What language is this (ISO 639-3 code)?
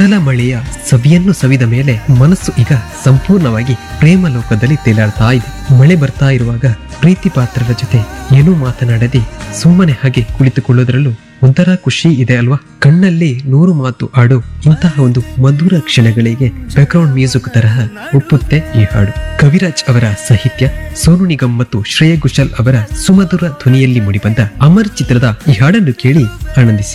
kan